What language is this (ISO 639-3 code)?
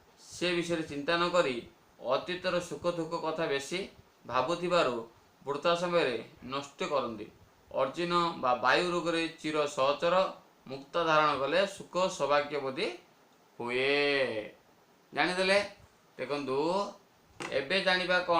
ori